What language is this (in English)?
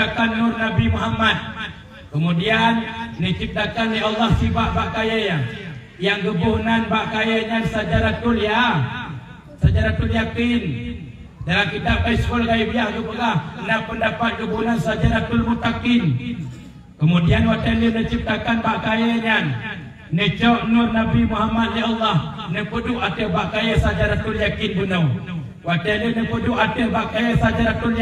Achinese